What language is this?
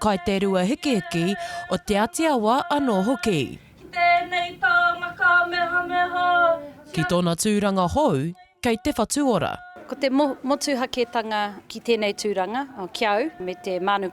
Māori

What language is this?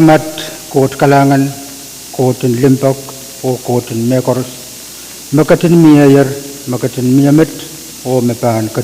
Pohnpeian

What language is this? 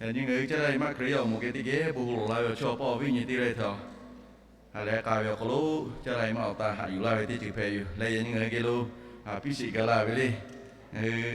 Lahu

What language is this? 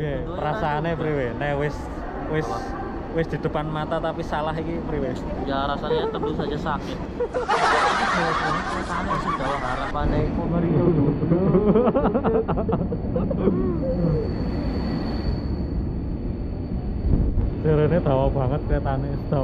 Javanese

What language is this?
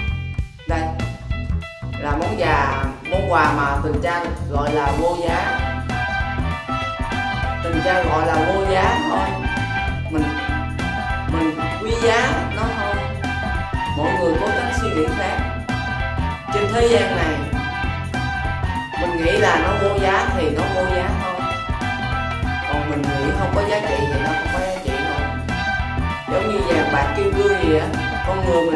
Vietnamese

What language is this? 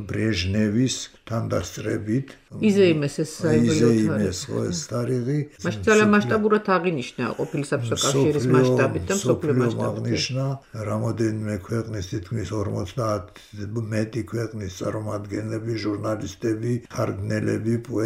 Georgian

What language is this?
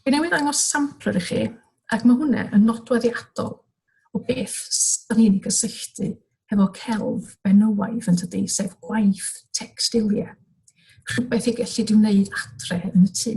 Welsh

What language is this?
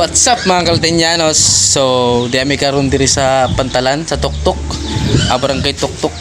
Cebuano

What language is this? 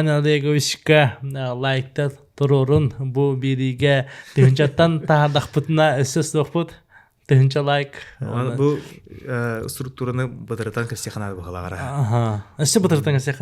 Yakut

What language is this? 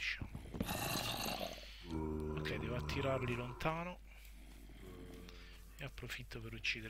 Italian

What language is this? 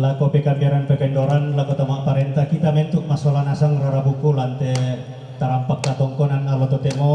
Toraja-Sa'dan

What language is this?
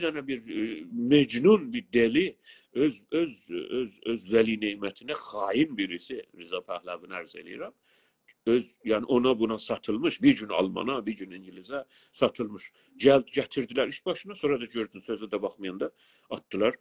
South Azerbaijani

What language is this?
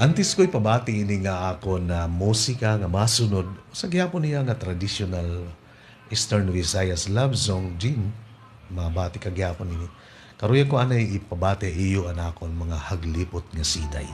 Waray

